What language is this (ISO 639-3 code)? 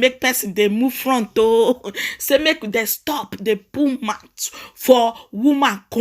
pcm